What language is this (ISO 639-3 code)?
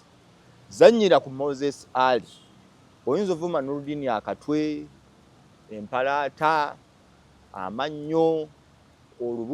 lug